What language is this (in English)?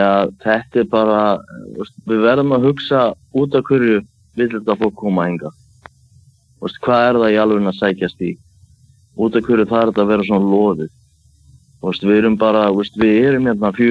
Icelandic